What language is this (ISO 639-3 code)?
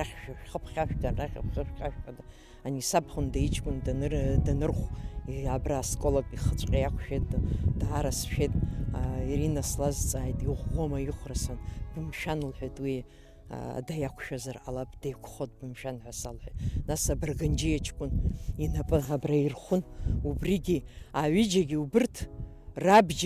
abk